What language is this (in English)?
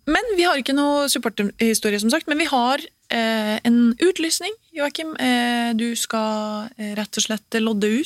Norwegian